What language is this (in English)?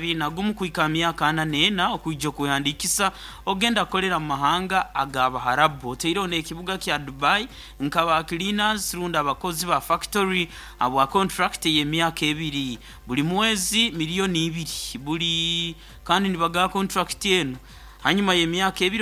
Nyoro